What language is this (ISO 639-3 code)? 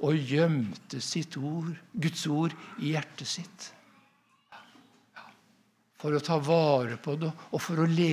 nor